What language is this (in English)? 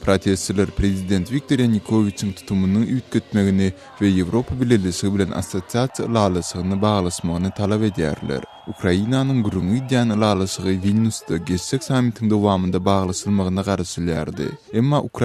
Turkmen